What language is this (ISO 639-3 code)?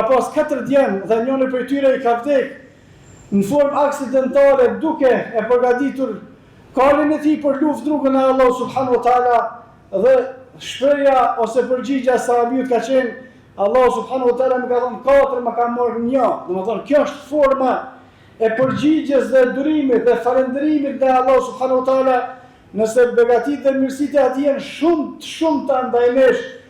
sqi